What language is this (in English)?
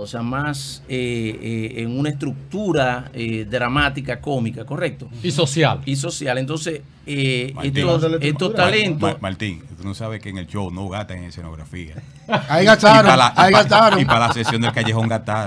Spanish